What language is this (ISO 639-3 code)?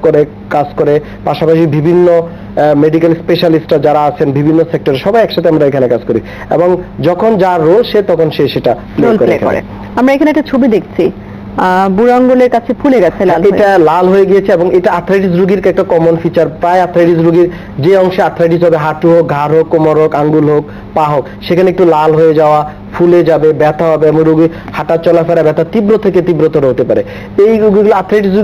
ben